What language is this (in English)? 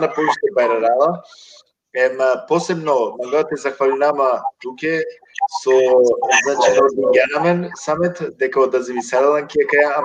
Balkan Romani